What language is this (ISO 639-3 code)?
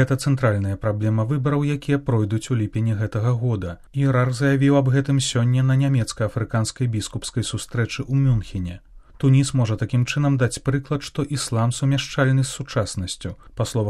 bel